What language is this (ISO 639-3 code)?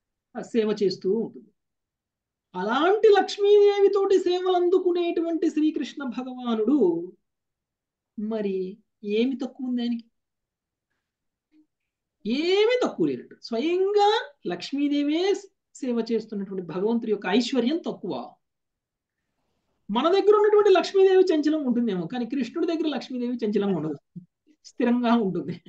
tel